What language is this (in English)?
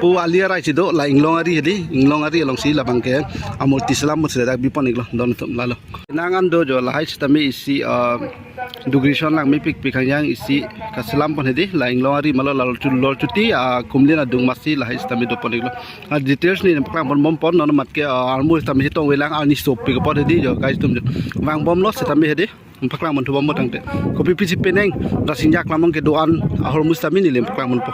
Karbi